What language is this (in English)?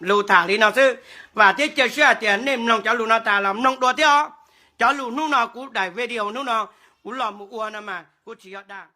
Hmong